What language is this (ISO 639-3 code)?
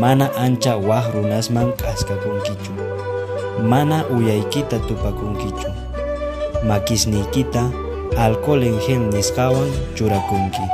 que